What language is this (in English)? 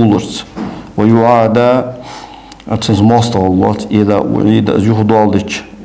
Ingush